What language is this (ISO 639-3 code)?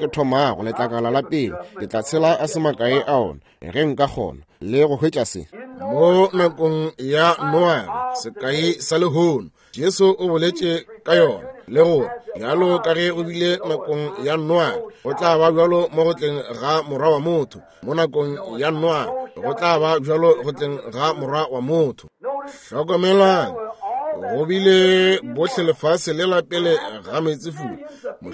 nso